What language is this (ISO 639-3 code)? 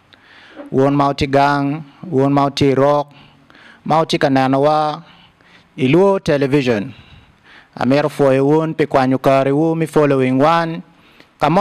ach